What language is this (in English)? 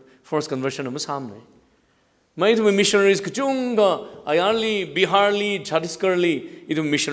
Tangkhul Naga (India)